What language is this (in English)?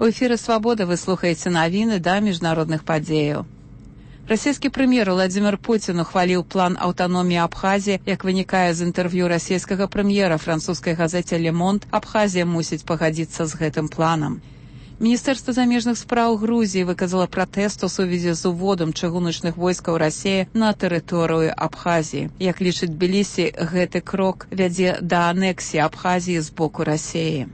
Belarusian